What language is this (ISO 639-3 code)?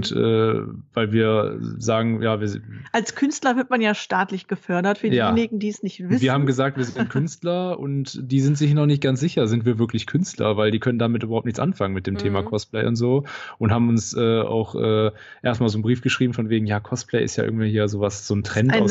deu